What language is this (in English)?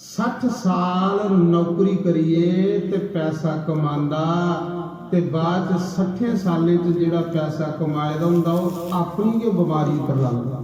Dogri